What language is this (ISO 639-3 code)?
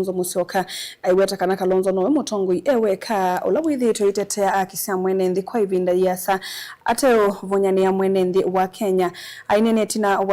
kam